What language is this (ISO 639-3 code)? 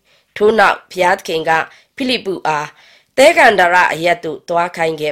mya